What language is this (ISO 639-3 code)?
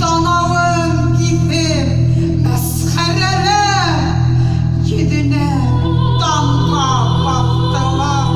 bak